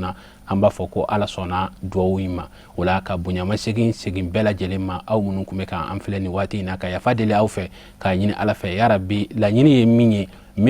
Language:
Bambara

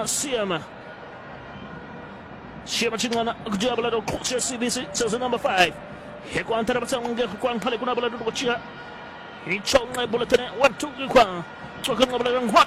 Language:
Swahili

